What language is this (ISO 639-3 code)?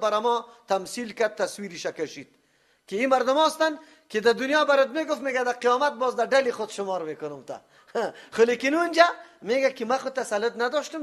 fas